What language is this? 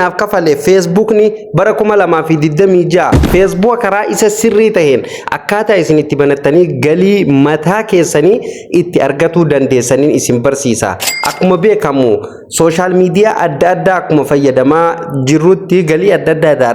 Oromo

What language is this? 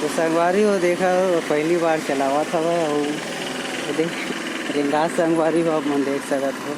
Chhattisgarhi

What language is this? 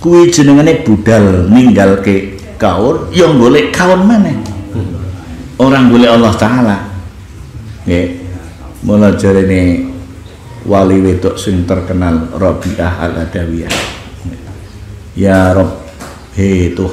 Javanese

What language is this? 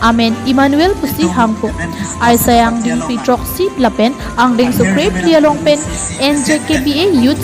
Karbi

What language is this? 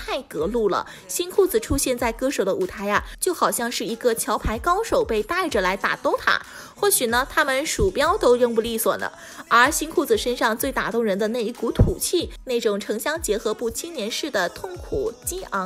Chinese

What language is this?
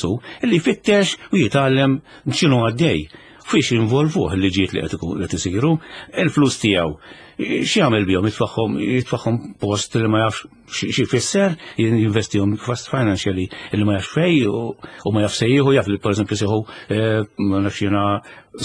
Maltese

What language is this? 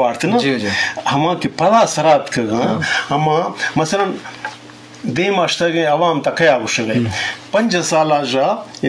Eastern Balochi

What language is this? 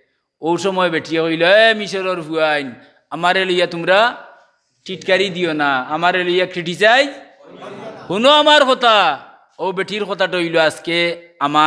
Sylheti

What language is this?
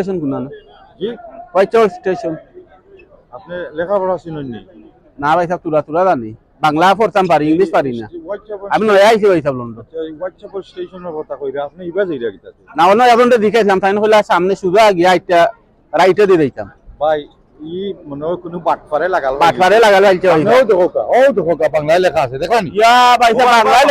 Sylheti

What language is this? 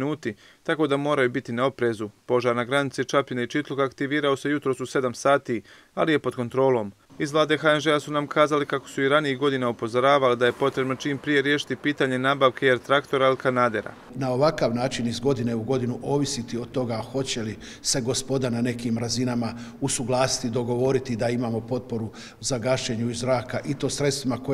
Croatian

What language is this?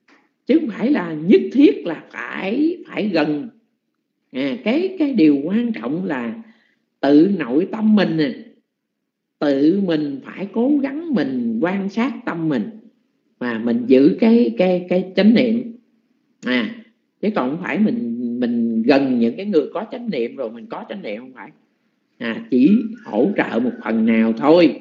Vietnamese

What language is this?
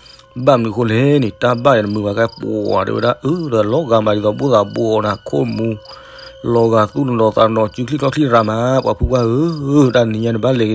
S'gaw Karen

